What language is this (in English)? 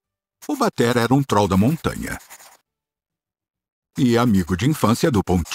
Portuguese